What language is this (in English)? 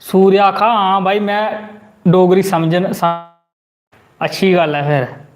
Dogri